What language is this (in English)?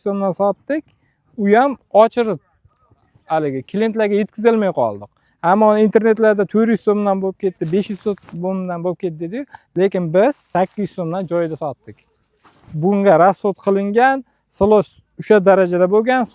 Uzbek